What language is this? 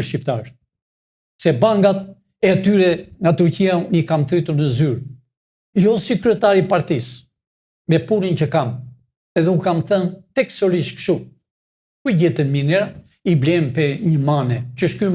Albanian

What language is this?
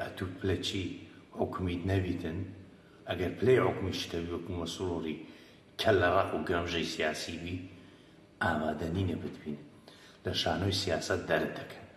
Central Kurdish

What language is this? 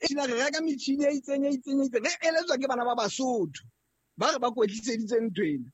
Southern Sotho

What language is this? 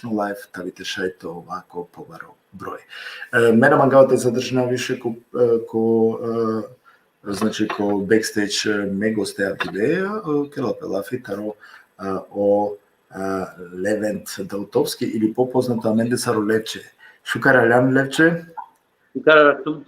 Balkan Romani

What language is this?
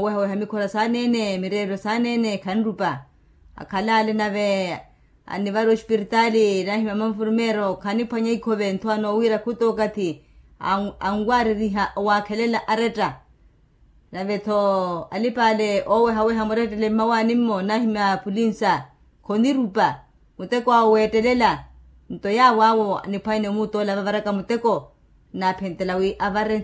Makhuwa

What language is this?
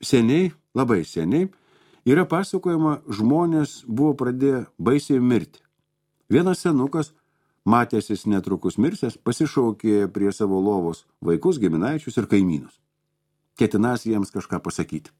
Lithuanian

